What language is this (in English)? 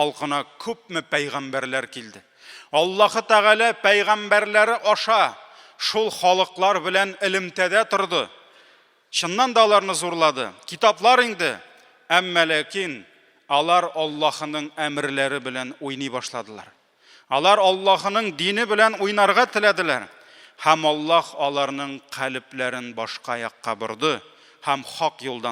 Tatar